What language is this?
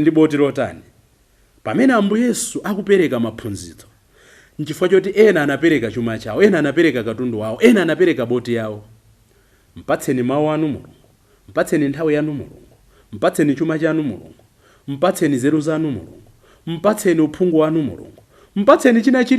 Nyanja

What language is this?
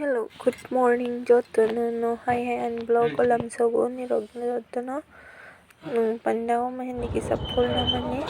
Kok Borok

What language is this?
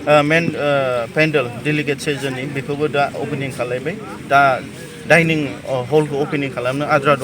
Bodo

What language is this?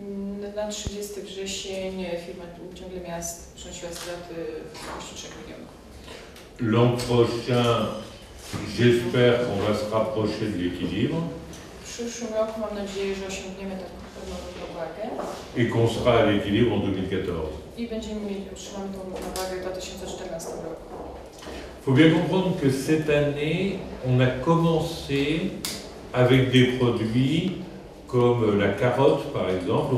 Polish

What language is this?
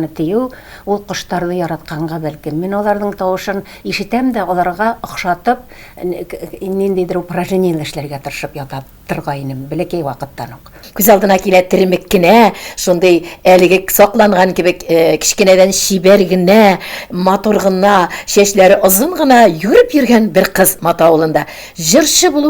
Tatar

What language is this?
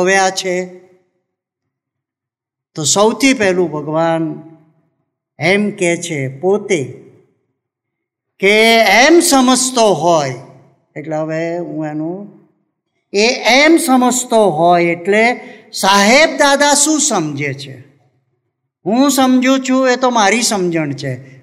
Gujarati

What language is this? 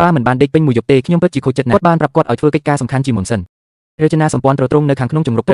Khmer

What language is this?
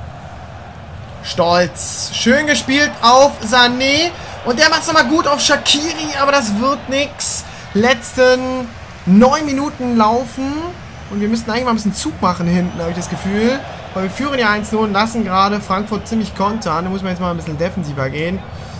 German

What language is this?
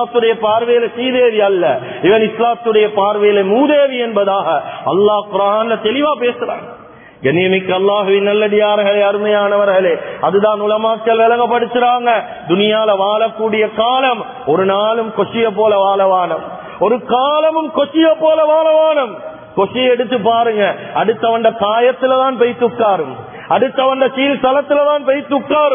Tamil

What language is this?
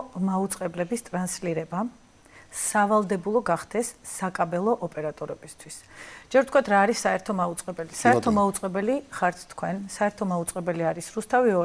Georgian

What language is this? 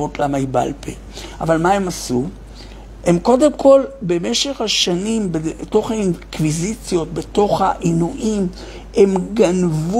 Hebrew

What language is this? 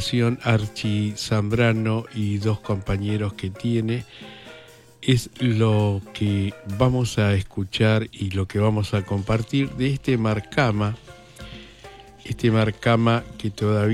Spanish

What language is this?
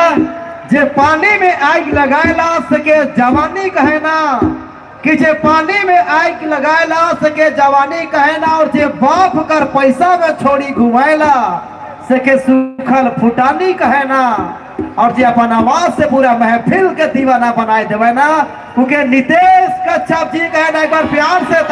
Sadri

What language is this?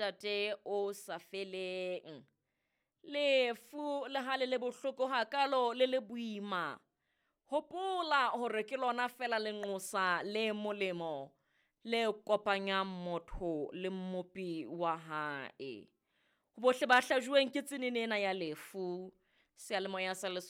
Southern Sotho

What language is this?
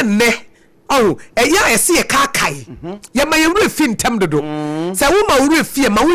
Akan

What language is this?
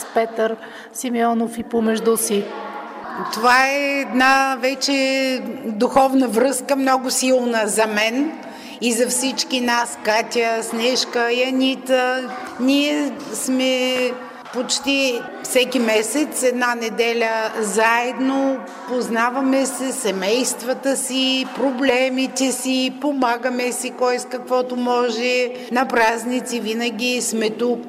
Bulgarian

